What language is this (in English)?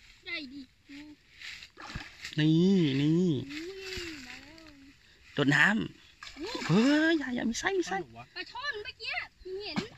Thai